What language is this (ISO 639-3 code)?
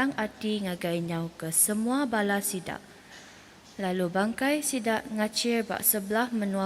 iba